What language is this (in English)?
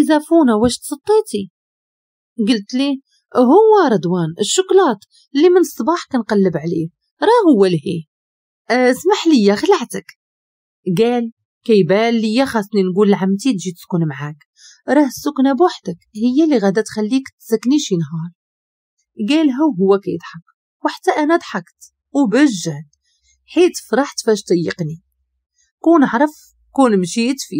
Moroccan Arabic